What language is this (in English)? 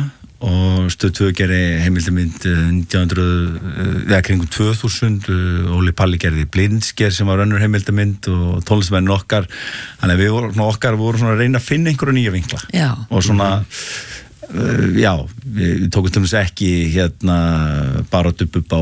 Icelandic